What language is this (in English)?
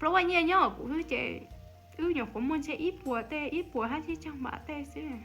Hmong